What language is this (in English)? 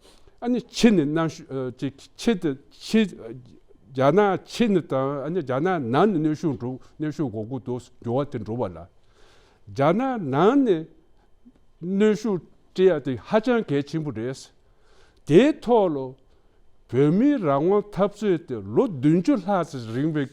Tibetan